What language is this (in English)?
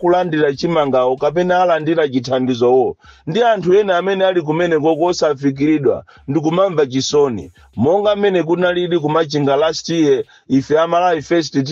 Nyanja